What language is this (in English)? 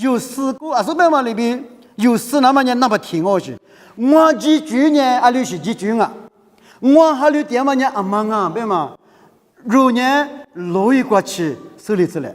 Lisu